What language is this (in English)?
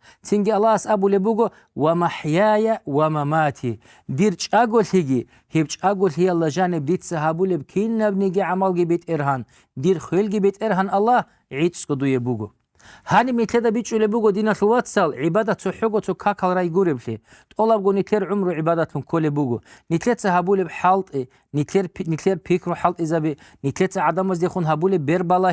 Avaric